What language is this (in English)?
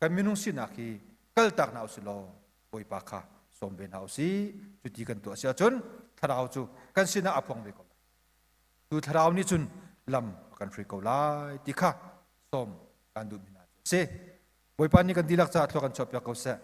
Hakha Chin